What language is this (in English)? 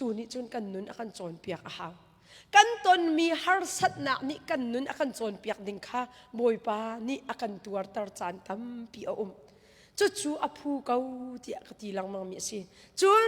Hakha Chin